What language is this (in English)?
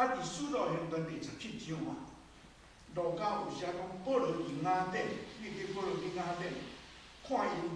Min Nan Chinese